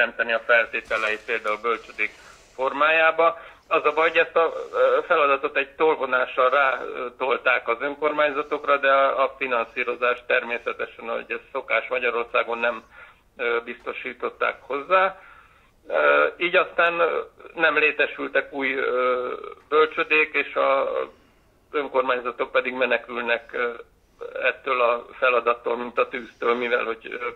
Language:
Hungarian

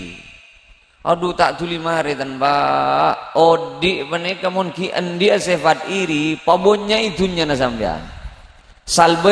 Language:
Madurese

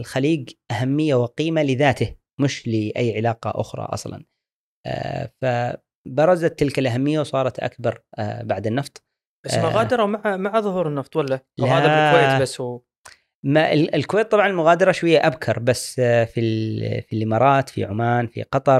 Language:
Gulf Arabic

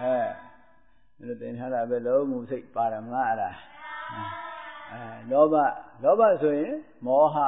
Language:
Burmese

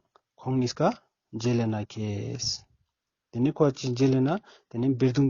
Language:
Ladakhi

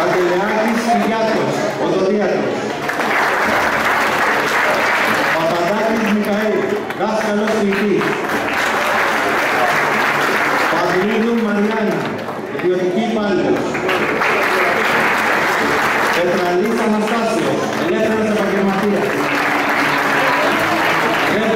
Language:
Greek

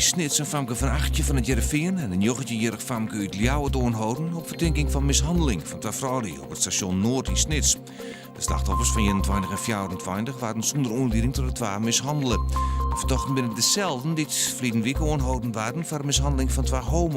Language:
Western Frisian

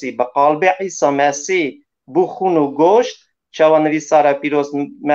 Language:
Kurdish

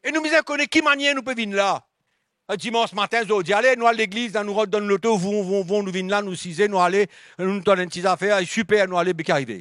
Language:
Morisyen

